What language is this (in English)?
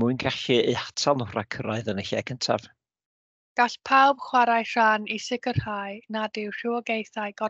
Welsh